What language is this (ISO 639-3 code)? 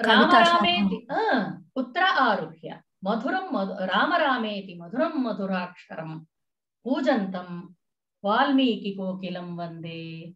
san